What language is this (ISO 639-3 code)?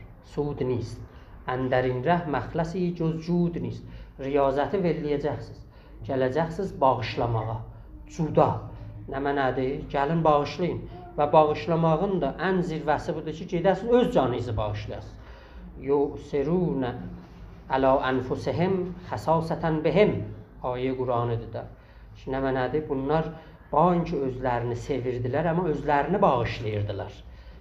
azb